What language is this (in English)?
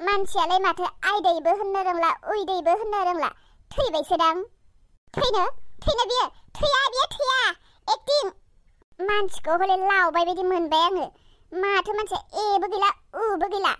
Bodo